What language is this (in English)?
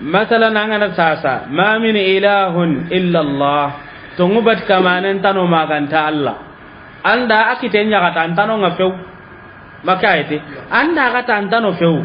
Soninke